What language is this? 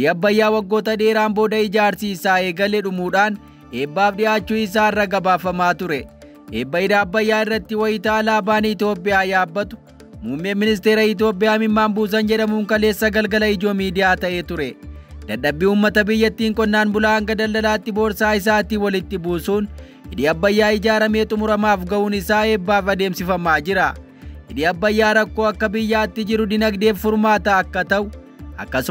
Oromo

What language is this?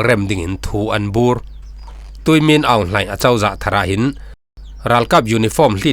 Falam Chin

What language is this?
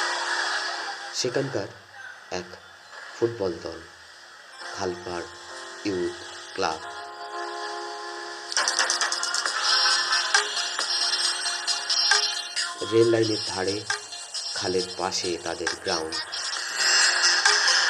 Bangla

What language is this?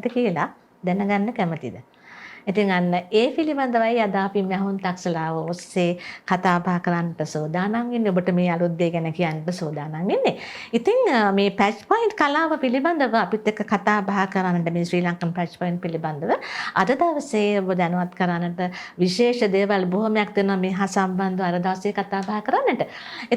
Sinhala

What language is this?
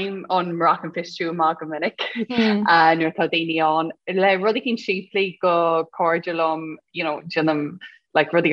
Irish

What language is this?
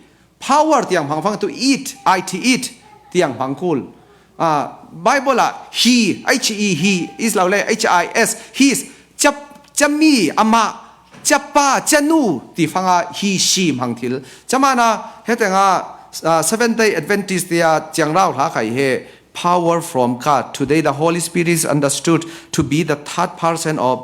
Falam Chin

